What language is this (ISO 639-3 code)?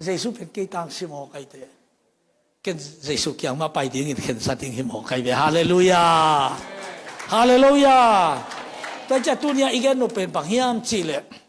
ctd